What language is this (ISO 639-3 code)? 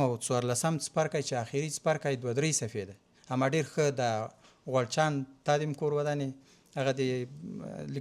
pus